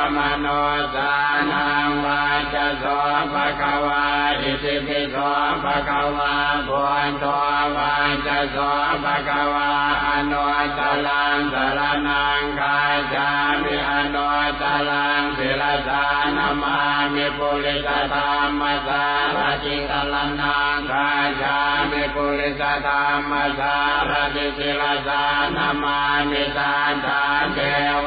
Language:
Pali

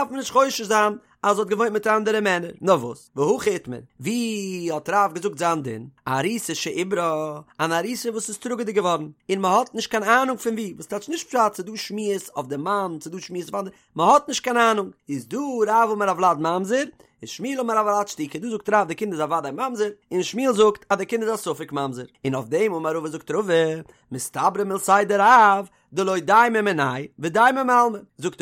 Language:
Yiddish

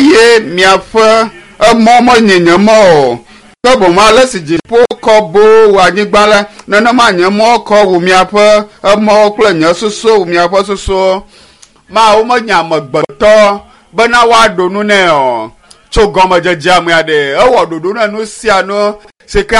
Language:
Ewe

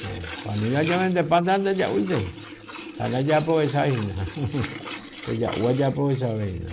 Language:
Guarani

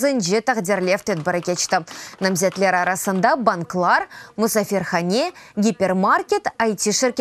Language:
Crimean Tatar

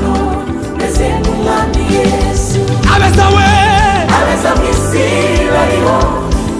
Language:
Kinyarwanda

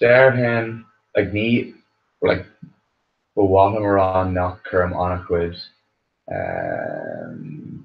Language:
Irish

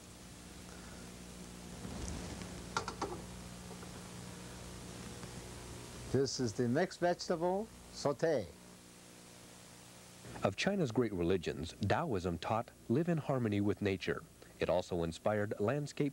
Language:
English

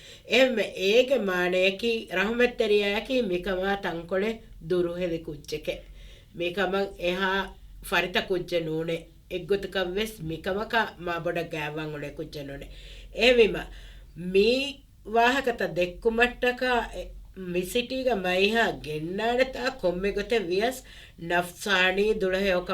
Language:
Divehi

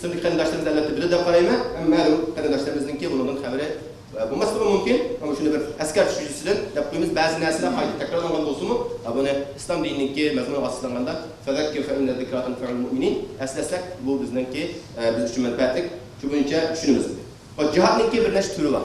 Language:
Uyghur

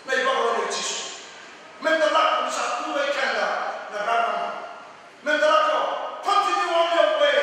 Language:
Fijian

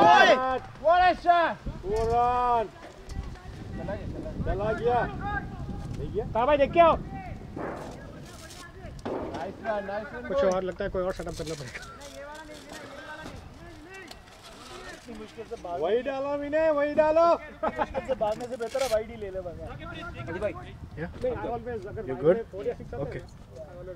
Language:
Hindi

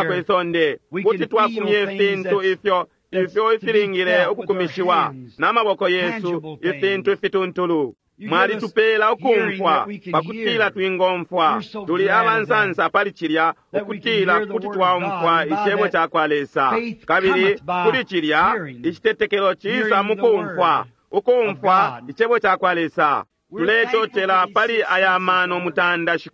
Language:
Bemba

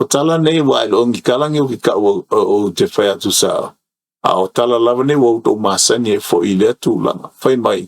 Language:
Samoan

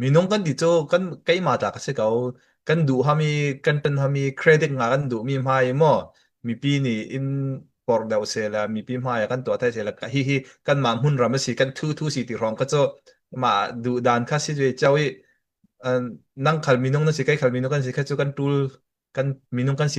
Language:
Falam Chin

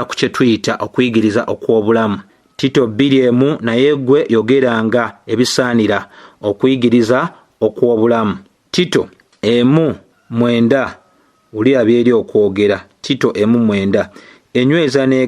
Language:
Ganda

